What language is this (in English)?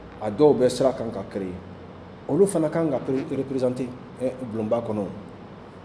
Bambara